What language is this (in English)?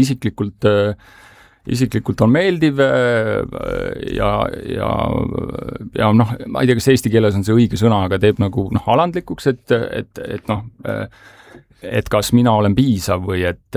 Estonian